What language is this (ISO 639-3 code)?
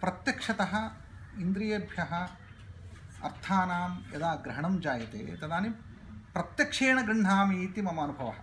san